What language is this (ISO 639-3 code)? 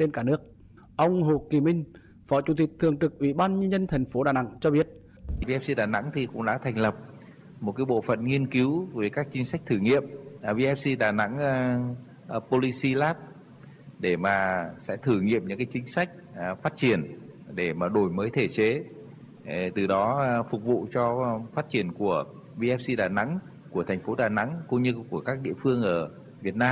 vie